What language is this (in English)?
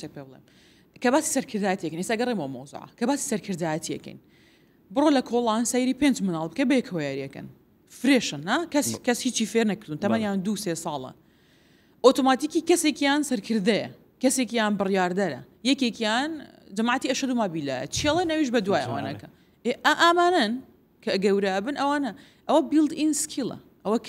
Central Kurdish